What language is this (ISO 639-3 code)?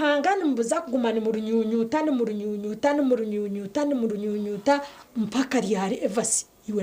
nyn